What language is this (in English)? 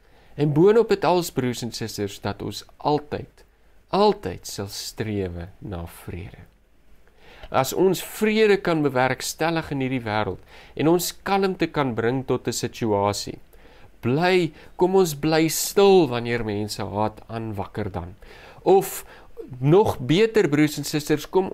Afrikaans